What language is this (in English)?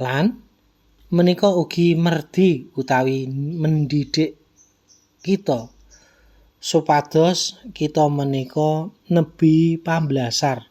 Javanese